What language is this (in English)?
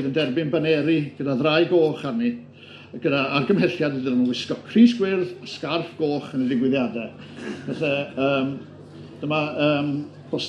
Welsh